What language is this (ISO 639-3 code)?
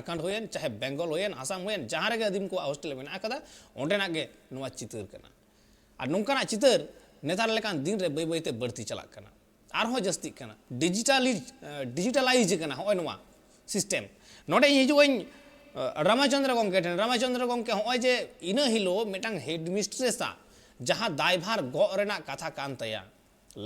sat